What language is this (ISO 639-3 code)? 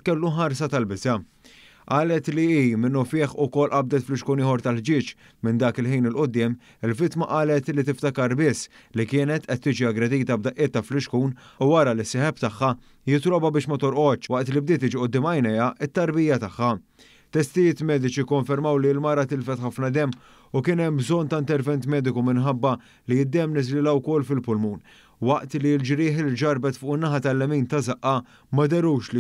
mlt